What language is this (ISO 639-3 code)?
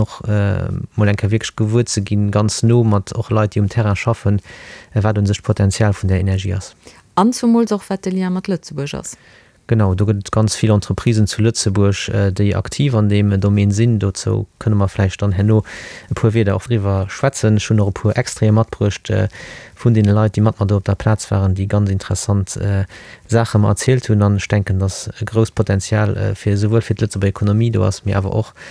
ltz